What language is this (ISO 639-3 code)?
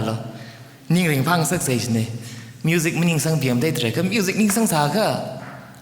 nmf